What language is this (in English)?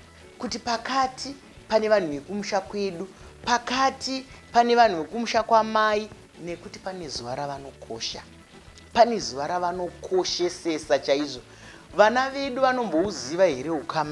Shona